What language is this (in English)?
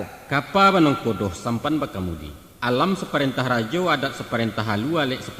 Minangkabau